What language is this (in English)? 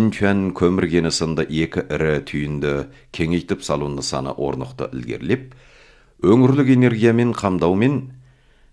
Kazakh